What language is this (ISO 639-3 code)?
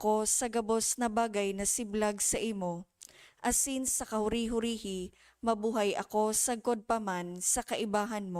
bik